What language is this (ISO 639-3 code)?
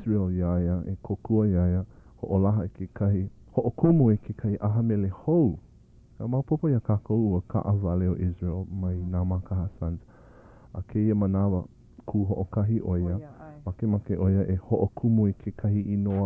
haw